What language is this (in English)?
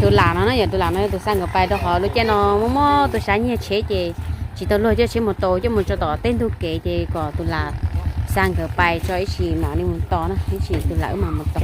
Hmong